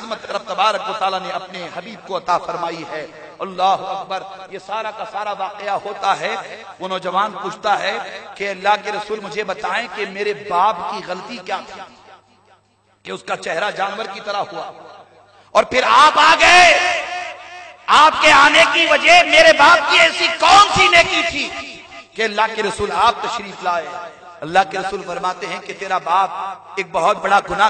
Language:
Urdu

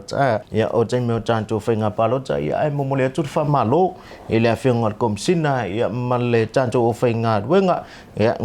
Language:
Samoan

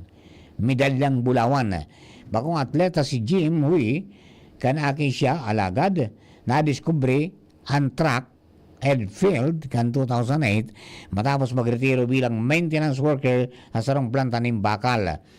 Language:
Bikol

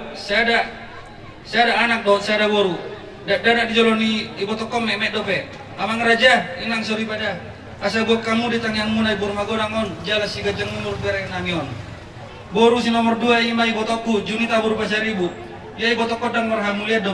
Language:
Batak Toba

